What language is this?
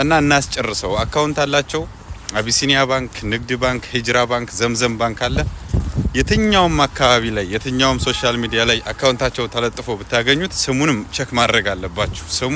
Amharic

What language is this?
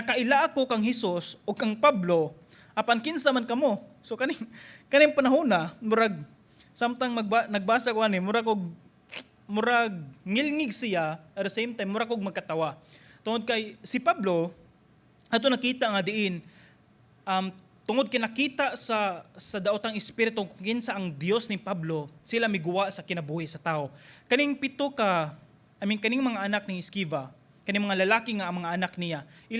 Cebuano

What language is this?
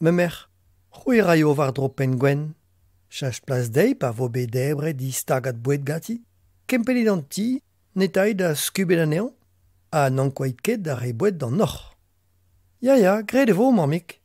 Breton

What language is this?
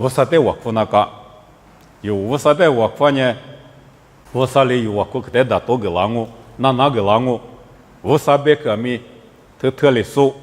Lisu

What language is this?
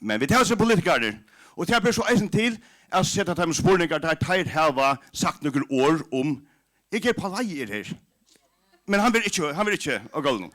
Faroese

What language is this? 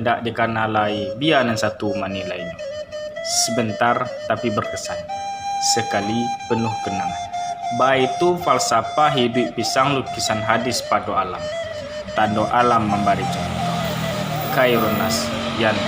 Minangkabau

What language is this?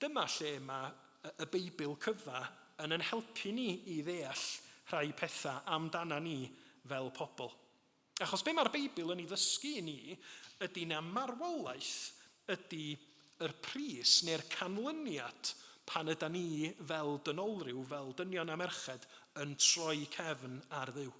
Welsh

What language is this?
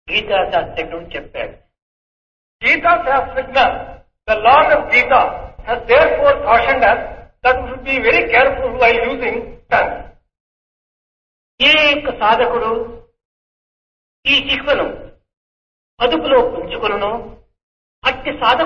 Telugu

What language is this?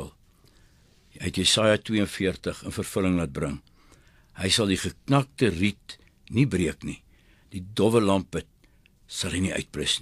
Afrikaans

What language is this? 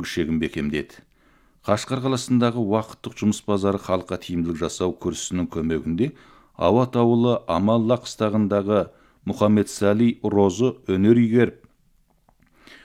Kazakh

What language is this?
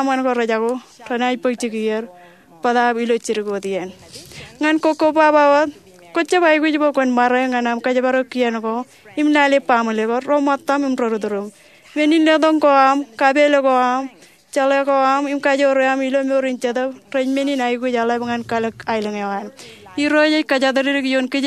Marshallese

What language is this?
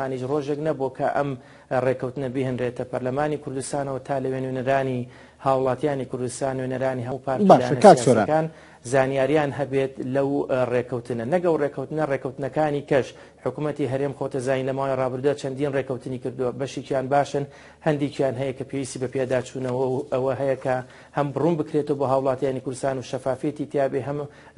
Central Kurdish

